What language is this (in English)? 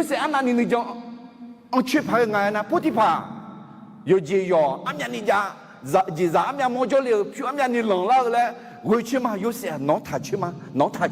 Akha